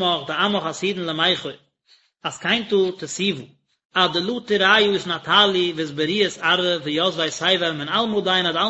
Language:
Yiddish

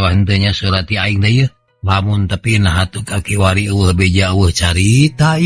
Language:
Sundanese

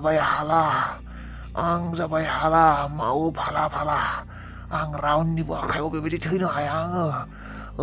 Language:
Bodo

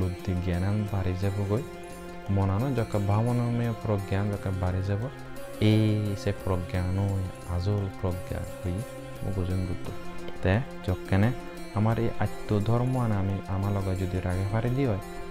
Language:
Chakma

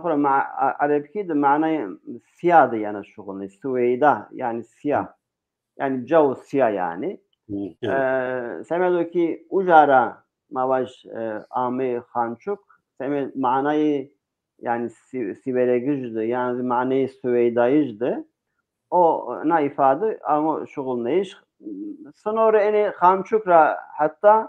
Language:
Zaza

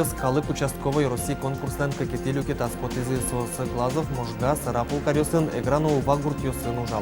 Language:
Udmurt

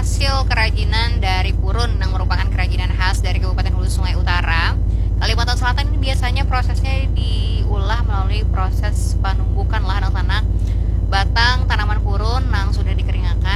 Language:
Banjar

